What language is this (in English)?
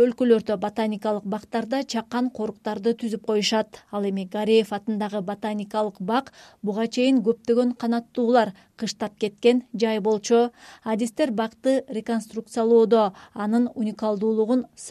Kyrgyz